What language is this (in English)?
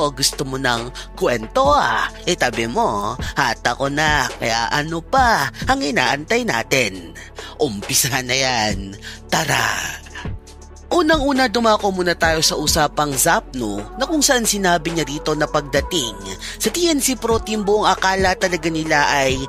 Filipino